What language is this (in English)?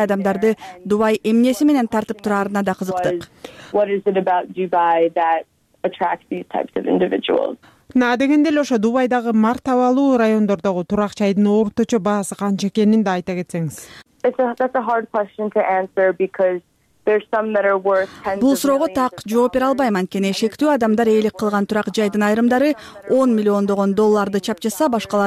Kyrgyz